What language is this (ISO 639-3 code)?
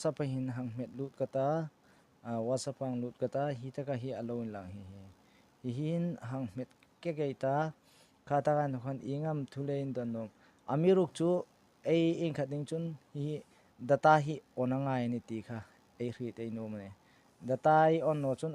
hmr